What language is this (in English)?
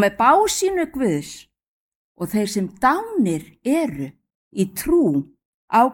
Icelandic